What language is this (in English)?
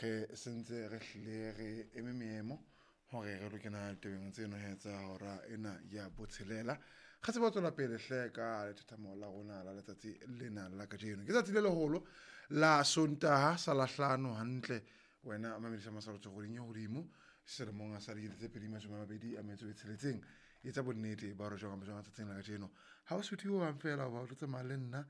Southern Sotho